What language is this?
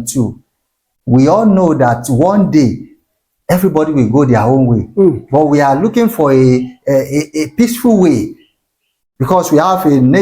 Yoruba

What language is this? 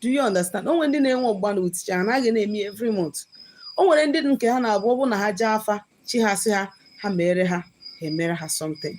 Igbo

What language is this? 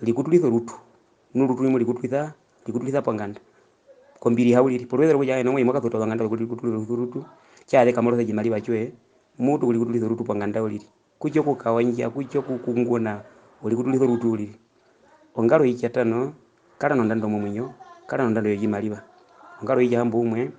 Herero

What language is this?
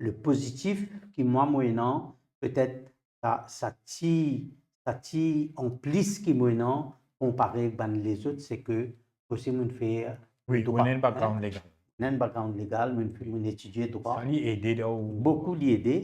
Morisyen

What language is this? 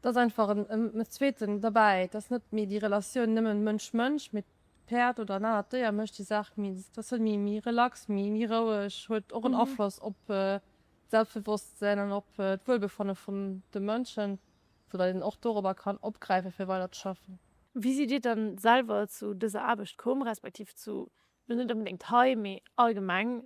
Luxembourgish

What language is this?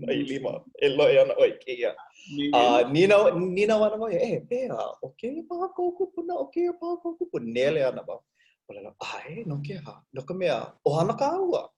Hawaiian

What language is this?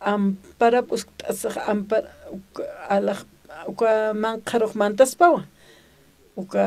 Aymara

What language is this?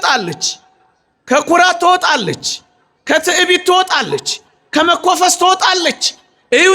Amharic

